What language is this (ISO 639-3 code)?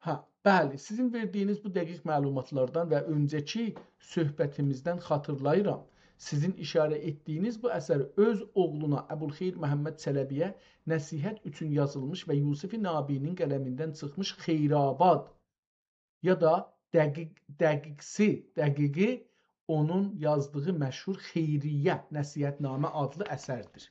azb